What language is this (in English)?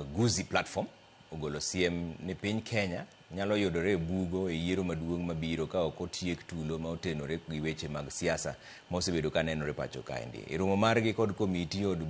Luo (Kenya and Tanzania)